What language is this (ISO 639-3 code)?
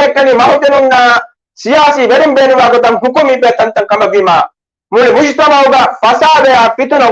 div